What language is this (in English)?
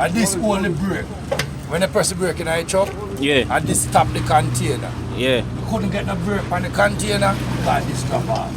Jamaican Creole English